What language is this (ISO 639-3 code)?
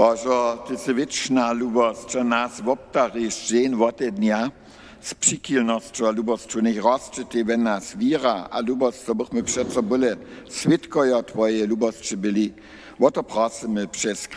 hsb